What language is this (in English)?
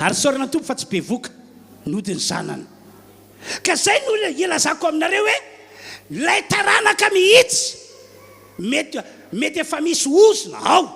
Malagasy